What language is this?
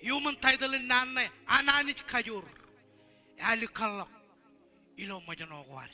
Marshallese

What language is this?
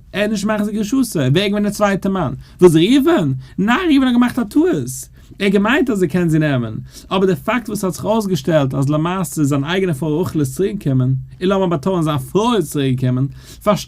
Yiddish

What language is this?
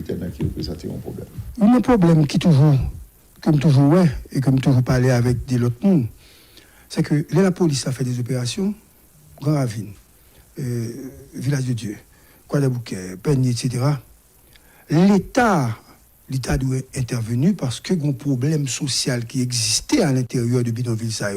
Haitian Creole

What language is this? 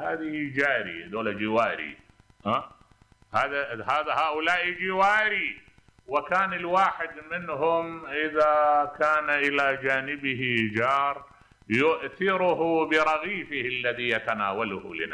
Mesopotamian Arabic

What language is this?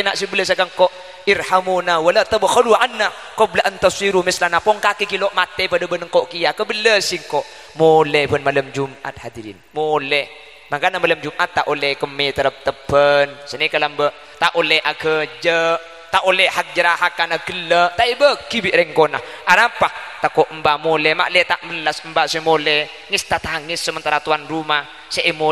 Madurese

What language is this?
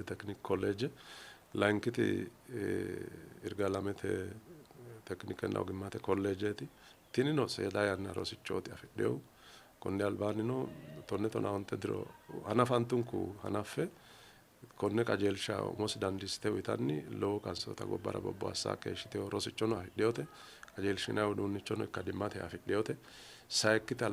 Sidamo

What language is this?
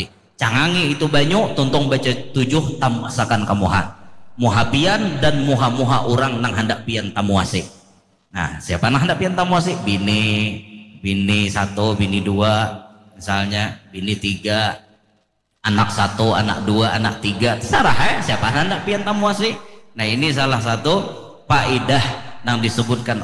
Banjar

